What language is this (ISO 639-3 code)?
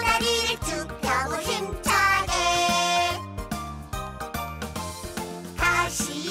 kor